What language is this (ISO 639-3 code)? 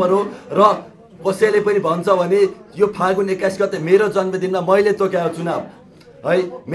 nep